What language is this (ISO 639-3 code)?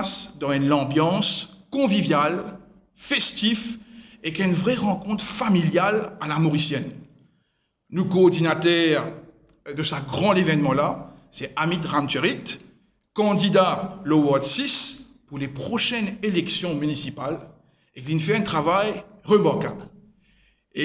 mfe